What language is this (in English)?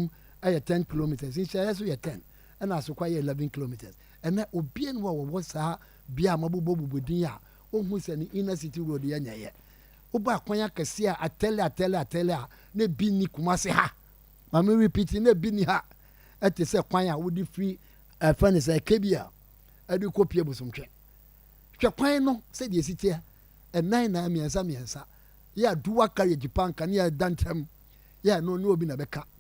Akan